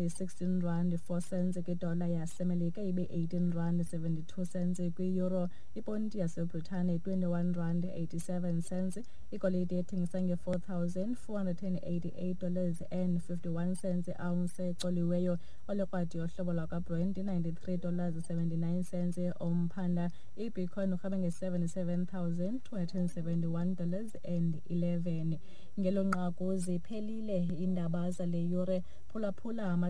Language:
Xhosa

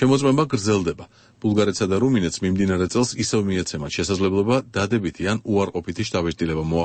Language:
Georgian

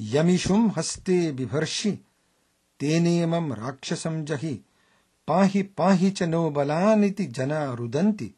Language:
Sanskrit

